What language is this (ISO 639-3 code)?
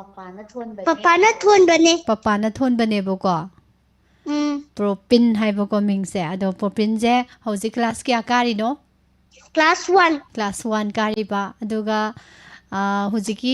mni